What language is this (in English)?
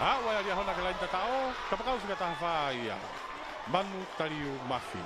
Tongan